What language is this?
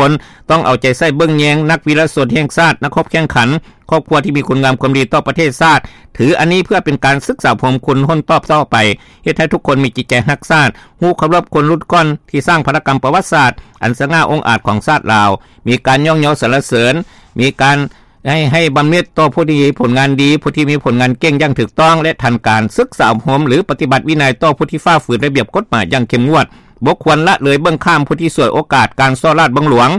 Lao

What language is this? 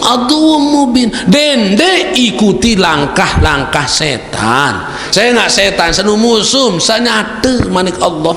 Sasak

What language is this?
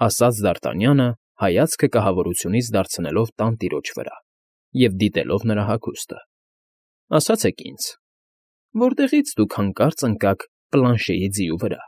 Armenian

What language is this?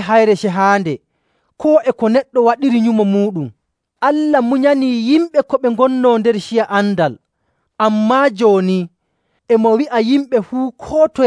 Nigerian Fulfulde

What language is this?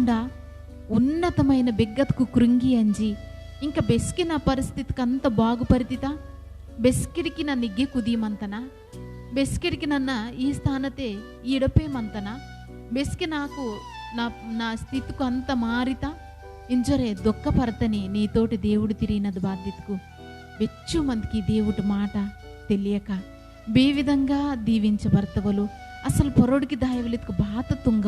Koya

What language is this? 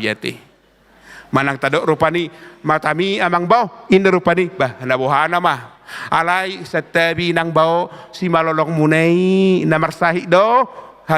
Batak Toba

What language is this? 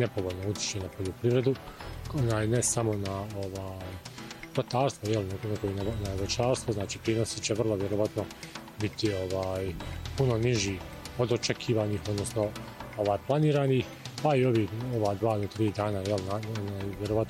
Bosnian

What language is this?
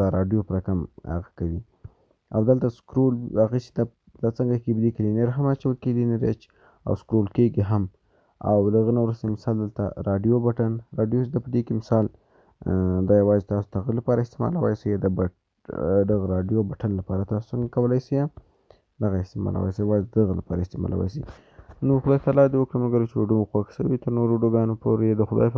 Pashto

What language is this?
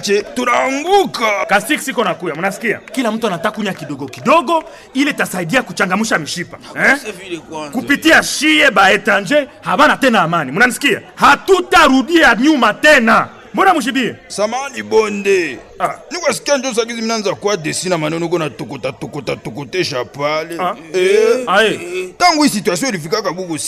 Swahili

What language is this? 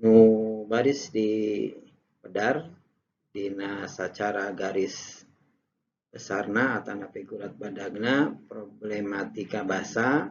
Sundanese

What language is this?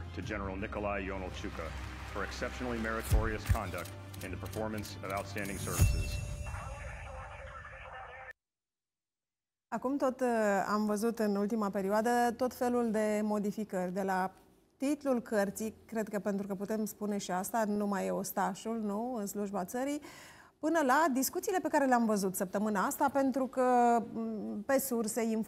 Romanian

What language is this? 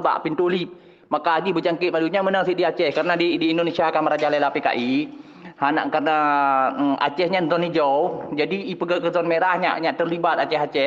Achinese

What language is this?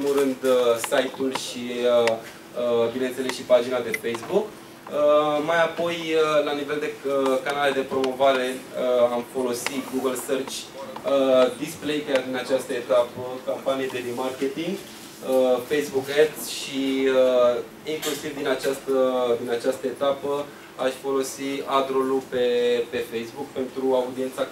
Romanian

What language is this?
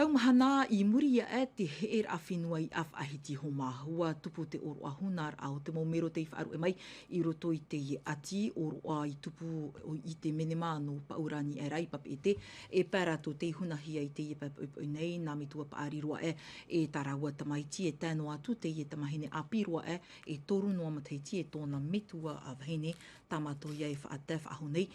Tahitian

